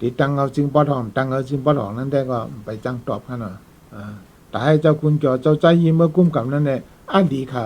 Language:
Shan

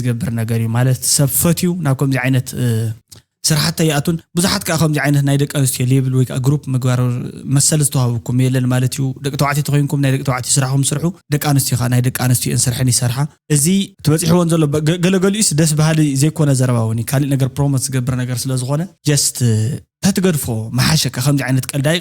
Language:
Tigrinya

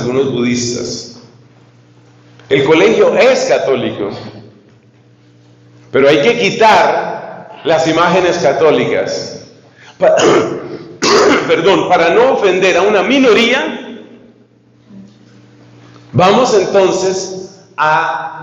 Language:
Spanish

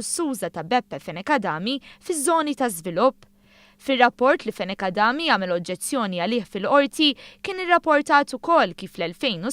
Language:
Maltese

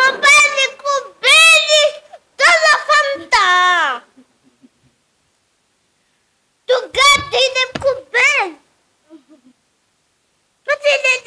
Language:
Kinyarwanda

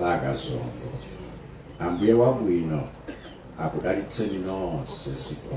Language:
Nyanja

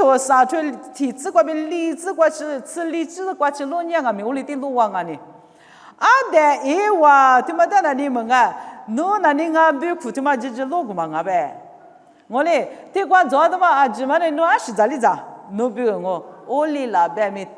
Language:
Lisu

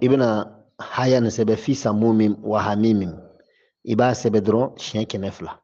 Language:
Bambara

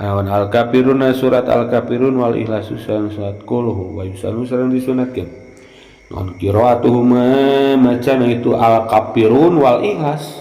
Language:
Sundanese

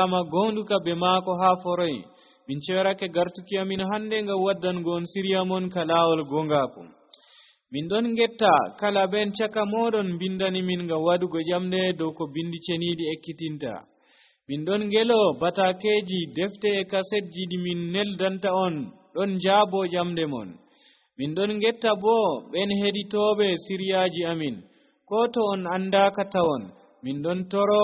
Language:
Nigerian Fulfulde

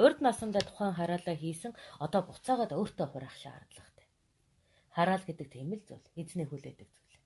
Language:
Mongolian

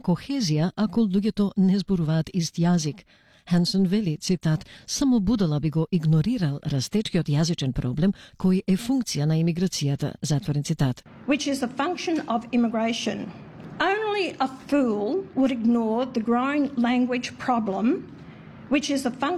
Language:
Macedonian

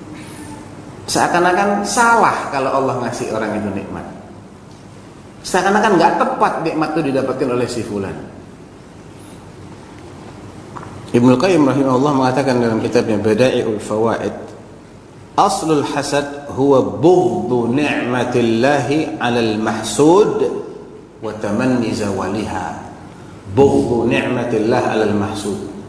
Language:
Indonesian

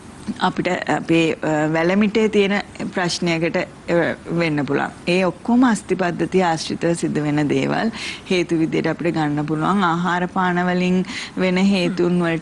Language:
Sinhala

